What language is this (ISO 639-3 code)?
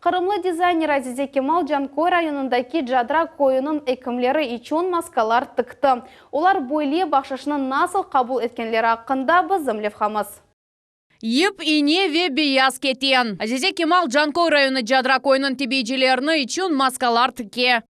crh